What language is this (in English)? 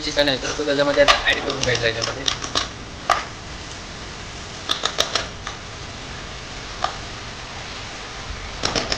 Marathi